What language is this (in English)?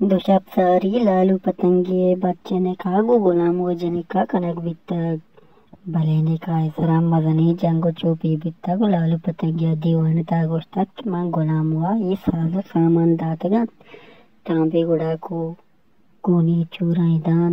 Baluchi